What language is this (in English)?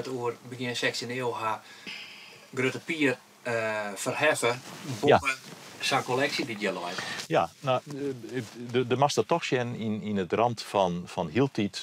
Western Frisian